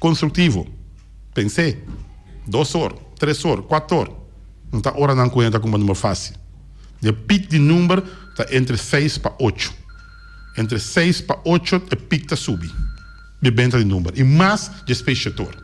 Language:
Papiamento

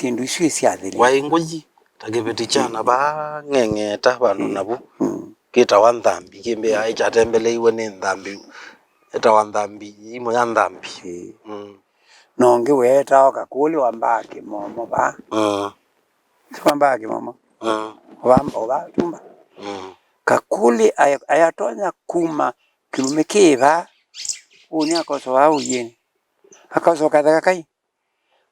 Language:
Kamba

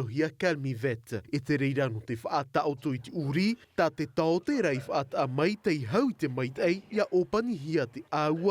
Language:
Tahitian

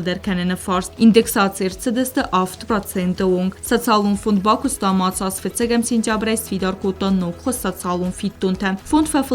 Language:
Ossetic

